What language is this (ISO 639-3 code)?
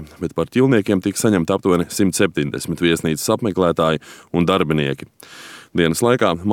lav